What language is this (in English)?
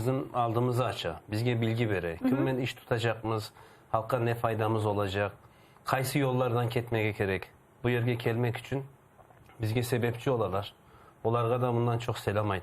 Crimean Tatar